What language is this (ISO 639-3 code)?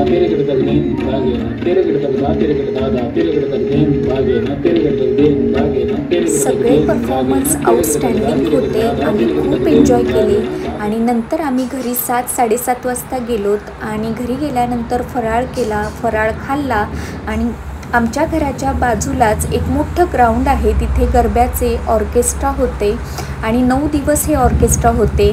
mar